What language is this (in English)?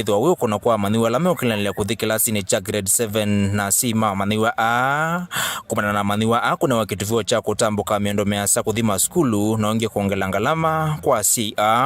Kamba